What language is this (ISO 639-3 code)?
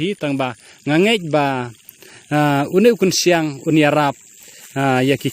kha